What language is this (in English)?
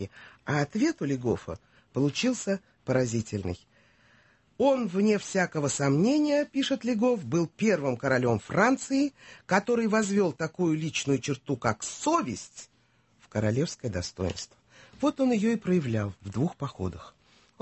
Russian